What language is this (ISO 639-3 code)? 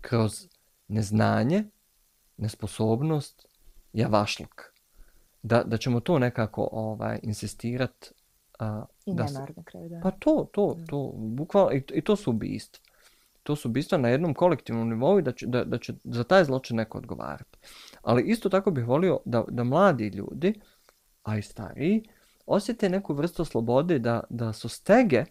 bos